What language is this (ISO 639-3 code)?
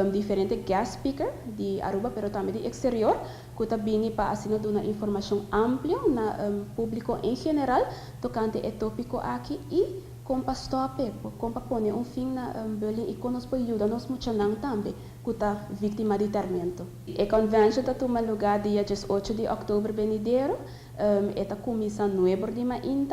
pap